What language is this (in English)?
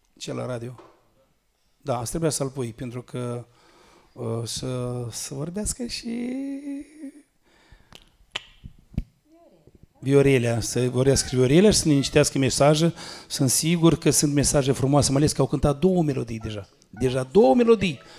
Romanian